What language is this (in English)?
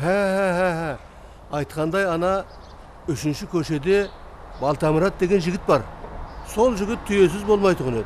Kara-Kalpak